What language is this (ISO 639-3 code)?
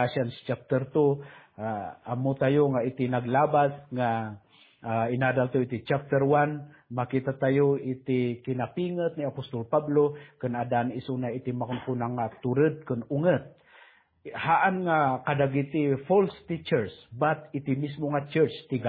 ilo